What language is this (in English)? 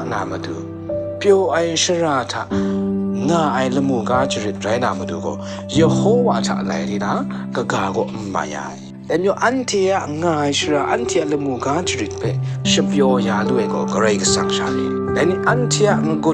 Kachin